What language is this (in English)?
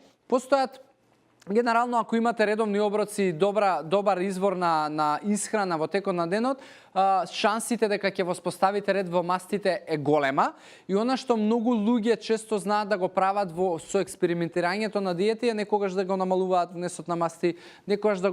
Macedonian